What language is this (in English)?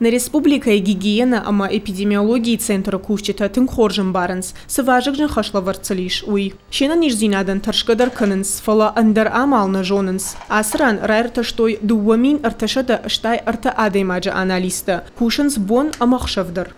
Ossetic